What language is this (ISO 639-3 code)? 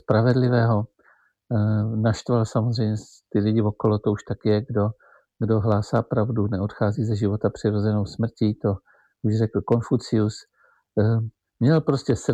ces